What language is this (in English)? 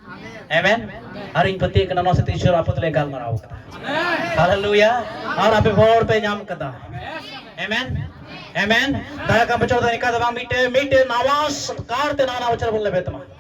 Santali